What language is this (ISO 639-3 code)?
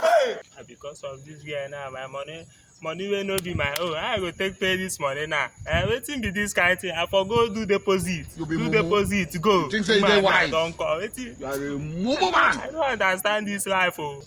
pcm